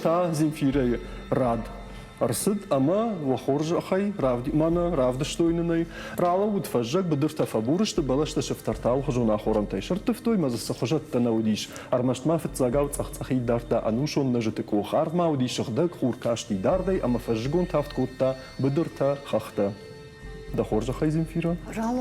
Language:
Ossetic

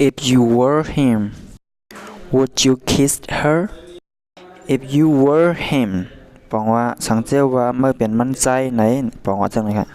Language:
Shan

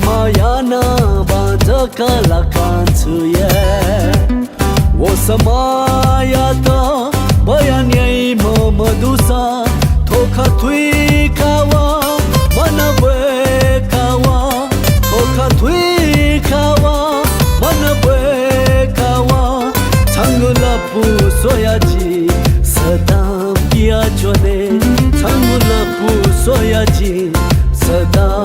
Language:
Newari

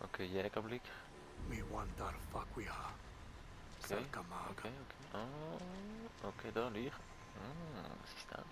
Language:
Swiss German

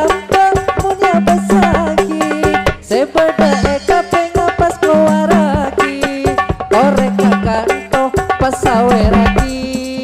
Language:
Madurese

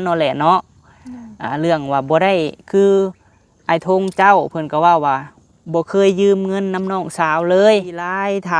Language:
Lao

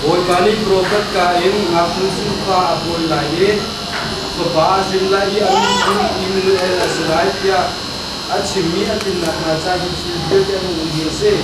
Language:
Hakha Chin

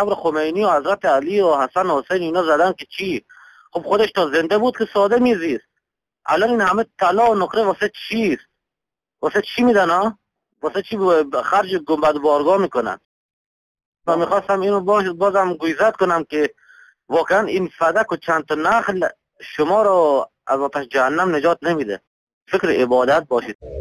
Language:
Persian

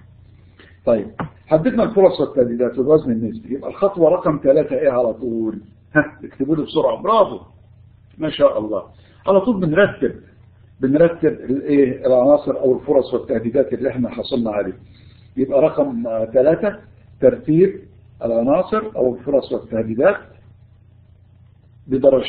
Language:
Egyptian Arabic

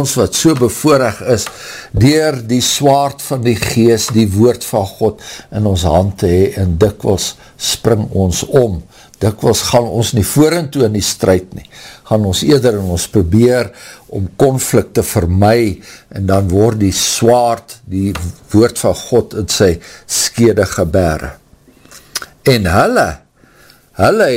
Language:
Afrikaans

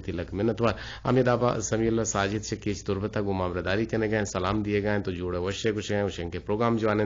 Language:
Eastern Balochi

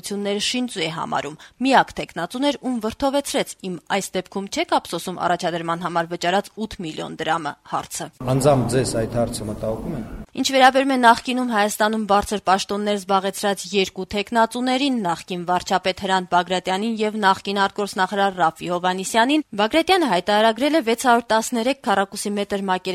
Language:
Armenian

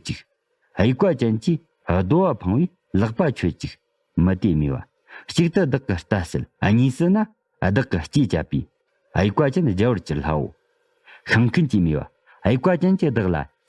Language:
Tibetan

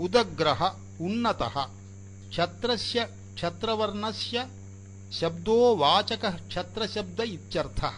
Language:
Sanskrit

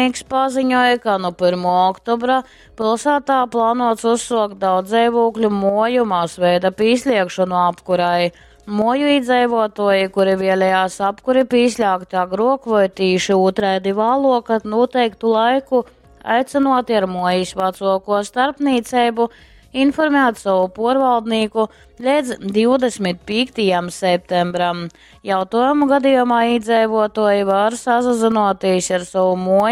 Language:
Latgalian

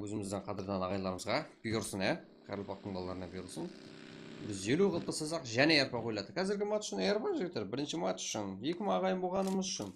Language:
Kara-Kalpak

